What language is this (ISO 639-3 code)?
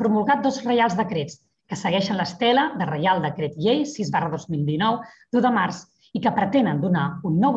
cat